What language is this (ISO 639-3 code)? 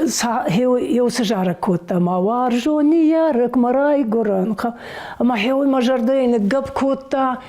oss